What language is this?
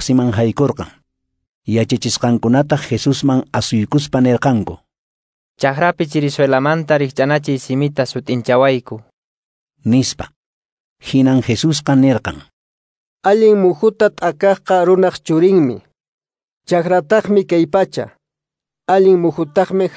Quechua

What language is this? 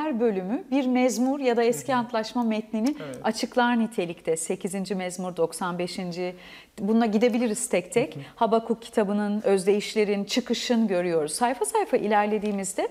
Turkish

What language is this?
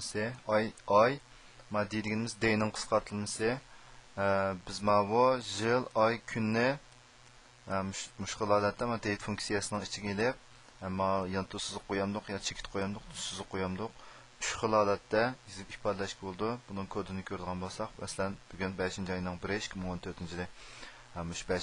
Uyghur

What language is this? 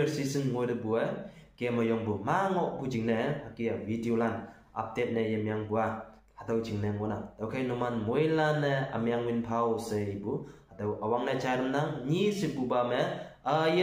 Konyak Naga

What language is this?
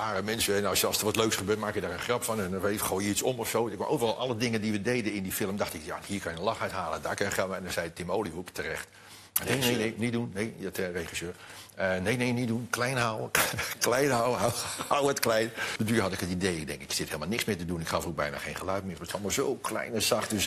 Dutch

